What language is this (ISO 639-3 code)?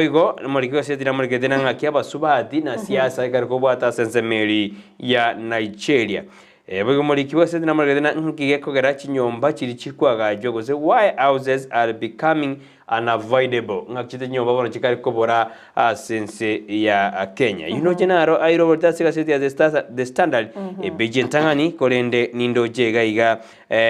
guz